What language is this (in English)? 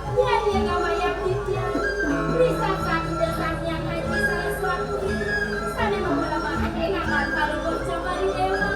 Balinese